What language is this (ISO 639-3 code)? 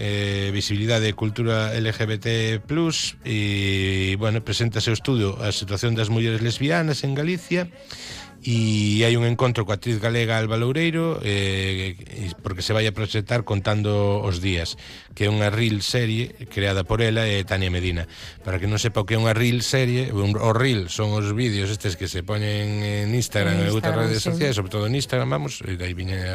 glg